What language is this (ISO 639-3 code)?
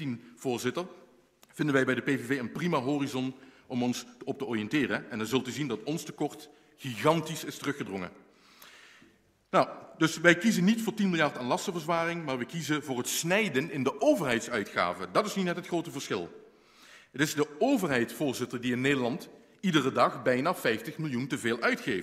nld